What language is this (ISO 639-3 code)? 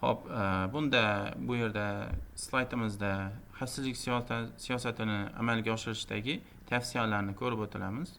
uzb